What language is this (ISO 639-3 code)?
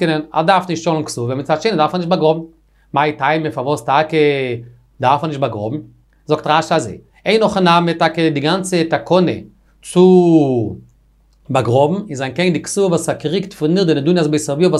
yid